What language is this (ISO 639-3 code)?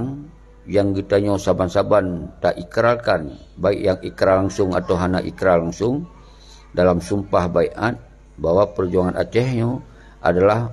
ace